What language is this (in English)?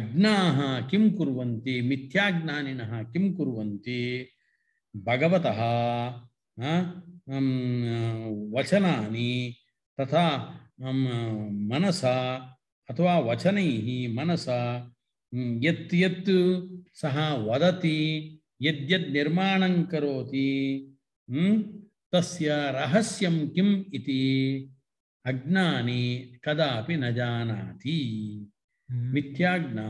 Sanskrit